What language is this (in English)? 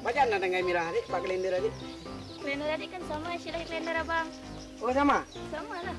Achinese